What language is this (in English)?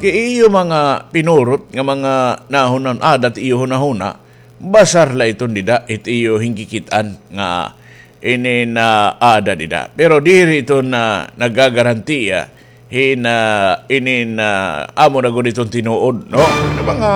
Waray